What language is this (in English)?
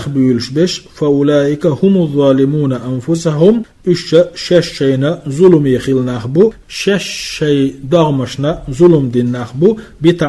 Chechen